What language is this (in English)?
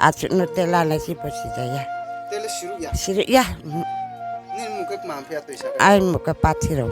Riang (India)